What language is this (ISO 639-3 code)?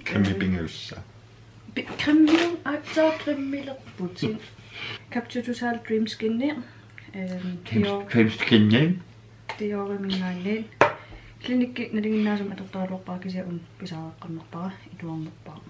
kal